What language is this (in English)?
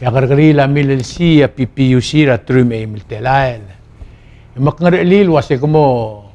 Palauan